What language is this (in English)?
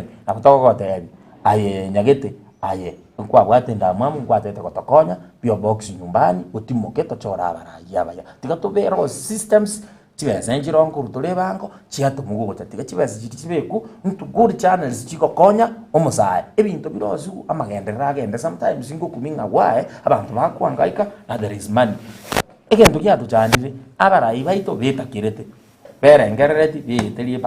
Gusii